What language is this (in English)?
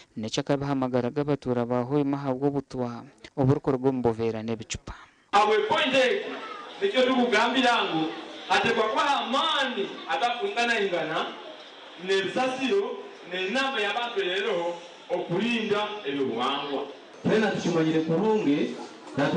Nyankole